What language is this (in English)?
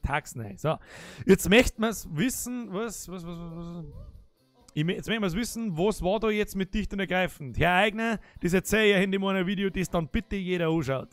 Bavarian